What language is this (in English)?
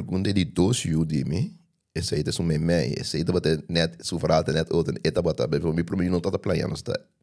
Papiamento